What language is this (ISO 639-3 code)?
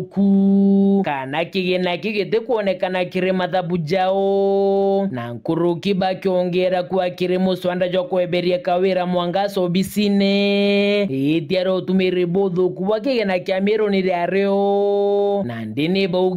mer